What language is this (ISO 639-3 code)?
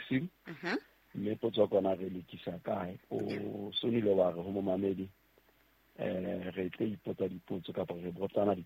sot